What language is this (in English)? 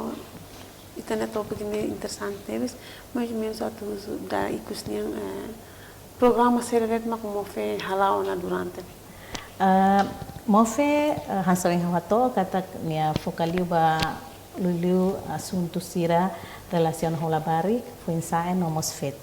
Tetum